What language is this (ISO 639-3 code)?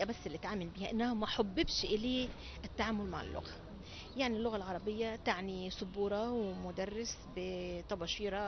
arz